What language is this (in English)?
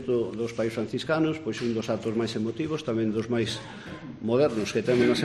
Galician